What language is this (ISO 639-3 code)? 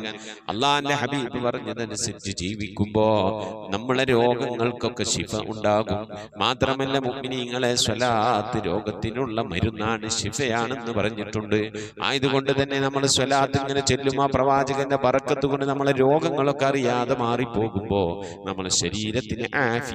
mal